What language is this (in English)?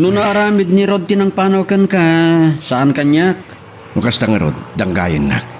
Iloko